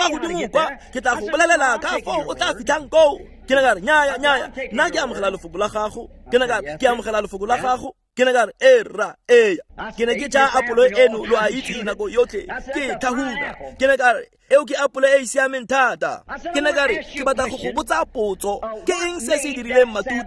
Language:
Tswana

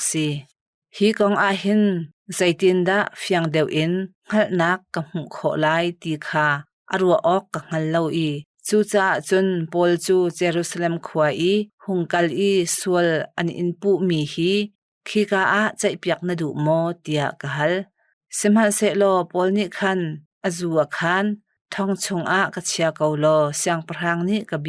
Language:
Hakha Chin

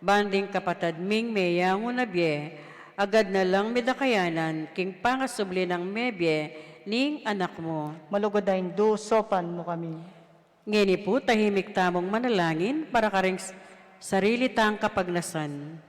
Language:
Pampanga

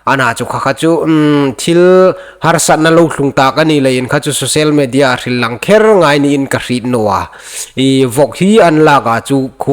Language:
Hmar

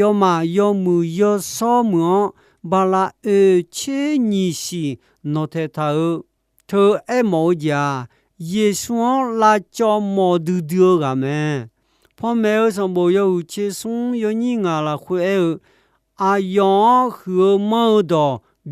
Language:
Akha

